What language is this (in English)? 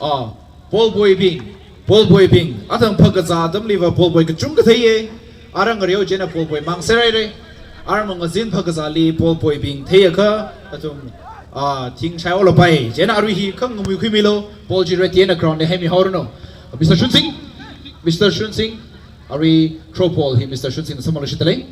Tangkhul Naga (India)